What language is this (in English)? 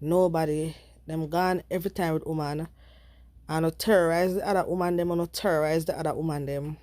Jamaican Creole English